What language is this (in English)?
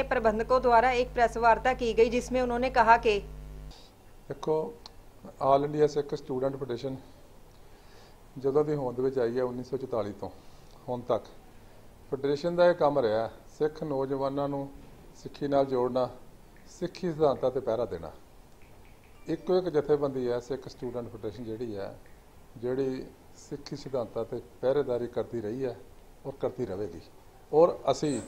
Punjabi